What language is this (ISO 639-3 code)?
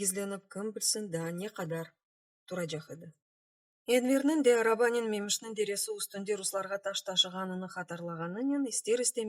crh